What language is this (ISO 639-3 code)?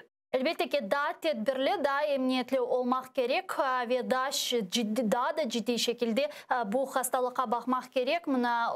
crh